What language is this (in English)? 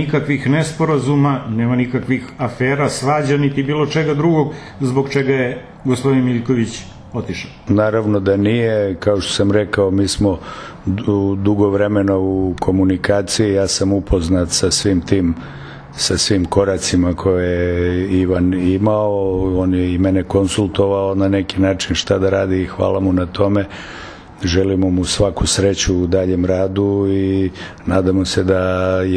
Serbian